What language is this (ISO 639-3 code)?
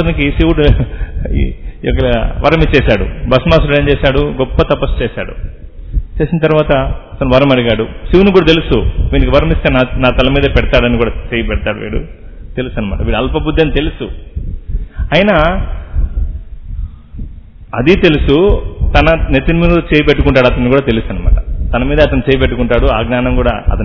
tel